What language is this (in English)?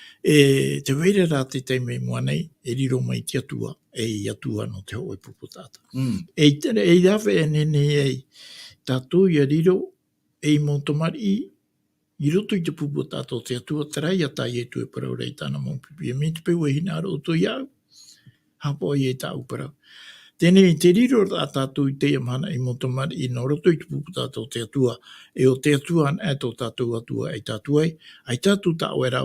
Tahitian